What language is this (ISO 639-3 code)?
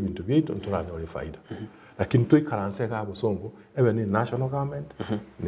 guz